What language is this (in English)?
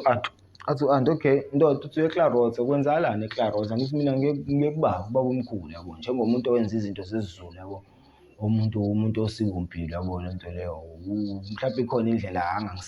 Zulu